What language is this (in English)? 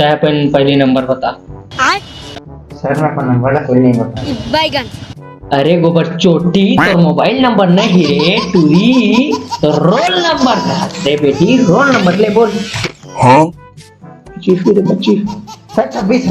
Chhattisgarhi